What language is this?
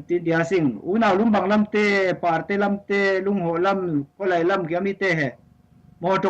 Falam Chin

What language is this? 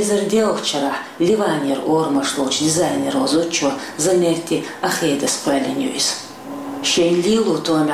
Chechen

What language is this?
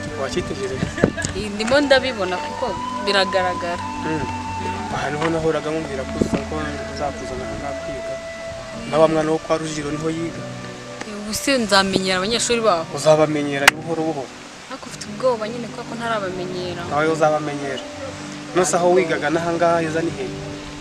Kinyarwanda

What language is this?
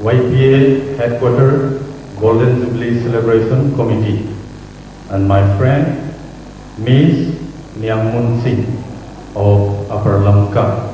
Paite Chin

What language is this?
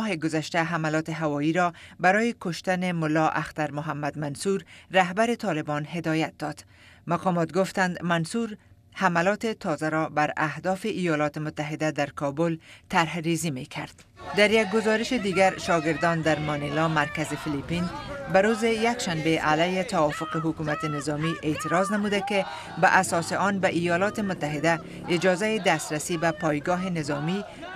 Persian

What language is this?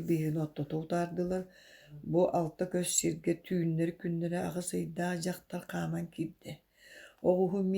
Yakut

